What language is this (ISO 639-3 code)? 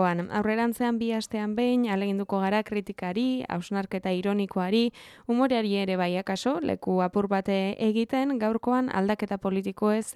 eus